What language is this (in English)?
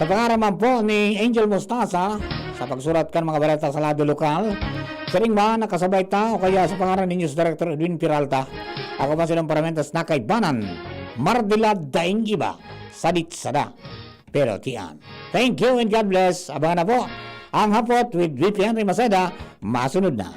Bikol